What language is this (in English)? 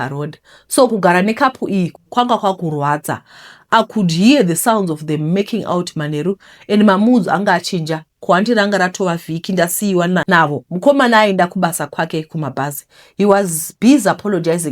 Shona